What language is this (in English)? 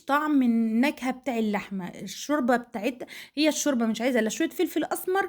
Egyptian Arabic